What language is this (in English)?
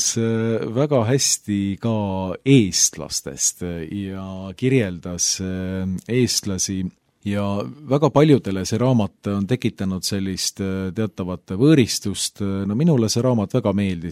Estonian